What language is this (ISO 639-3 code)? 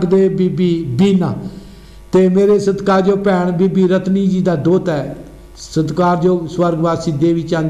pan